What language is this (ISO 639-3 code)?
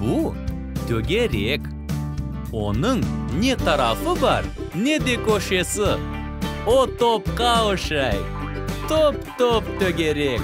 crh